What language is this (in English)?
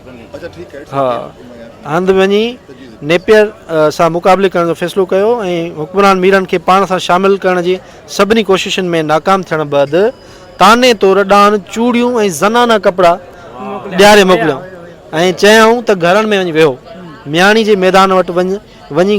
Sindhi